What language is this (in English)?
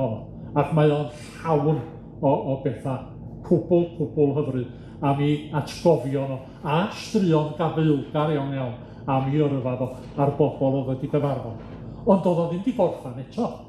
Welsh